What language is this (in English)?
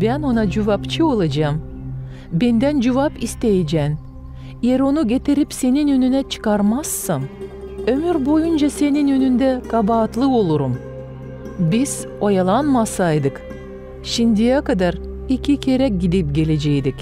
Gagauz